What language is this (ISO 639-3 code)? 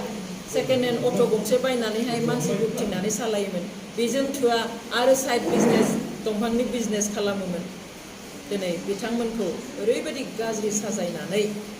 brx